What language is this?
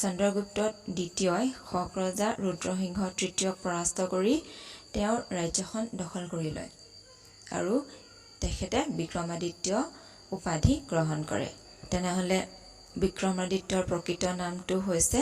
Assamese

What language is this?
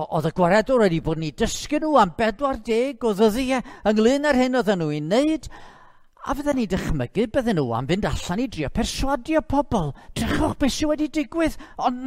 Welsh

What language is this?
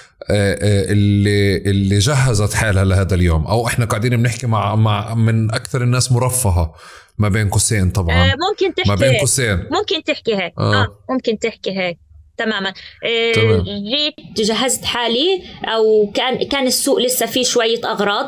North Levantine Arabic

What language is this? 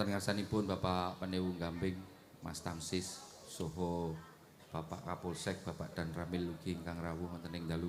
Javanese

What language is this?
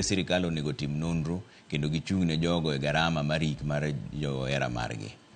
Luo (Kenya and Tanzania)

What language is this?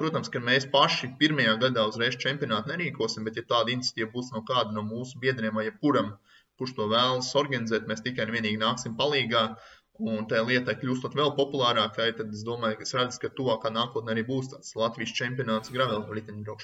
Latvian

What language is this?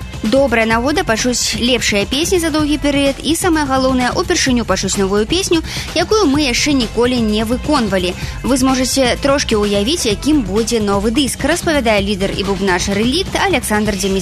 Belarusian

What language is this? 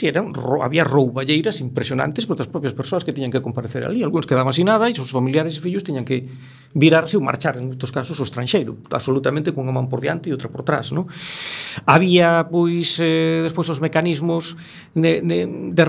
Galician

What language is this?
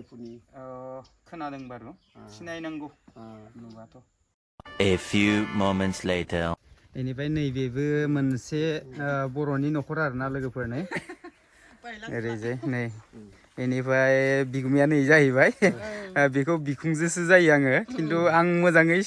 Bodo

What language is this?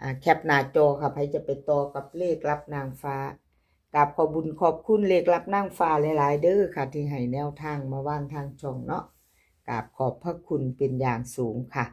Northeastern Thai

